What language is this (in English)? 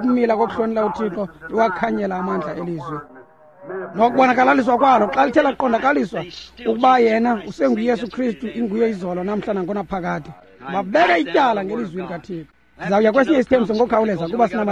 Xhosa